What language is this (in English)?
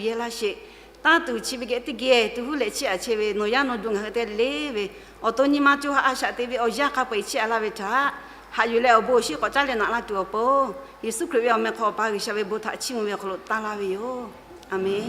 Lahu